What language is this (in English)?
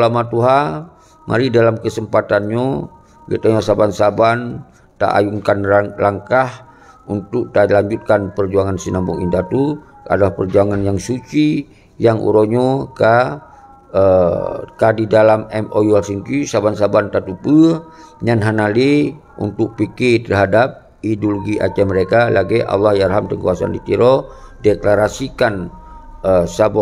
Achinese